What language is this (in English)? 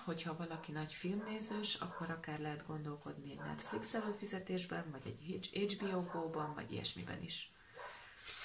Hungarian